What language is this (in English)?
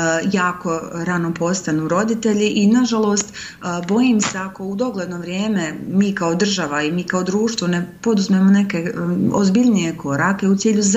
Bosnian